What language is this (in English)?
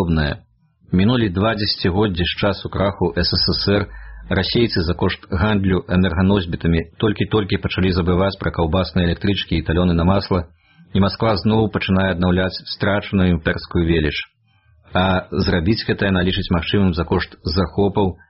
Belarusian